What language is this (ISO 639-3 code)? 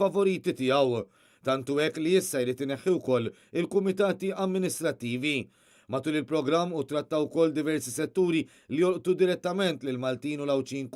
mlt